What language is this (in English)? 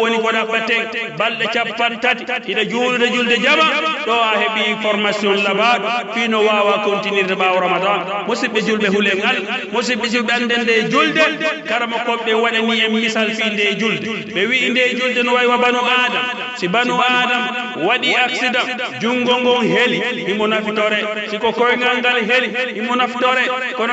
Pular